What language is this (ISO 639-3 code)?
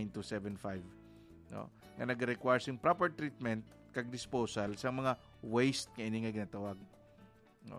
hil